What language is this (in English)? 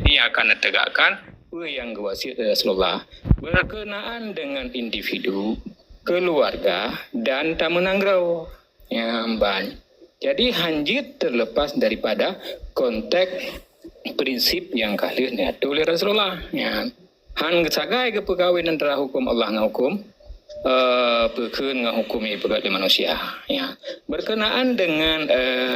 Achinese